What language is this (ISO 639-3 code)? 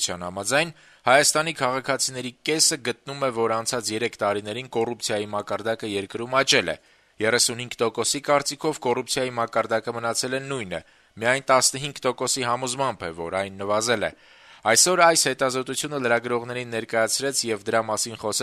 hye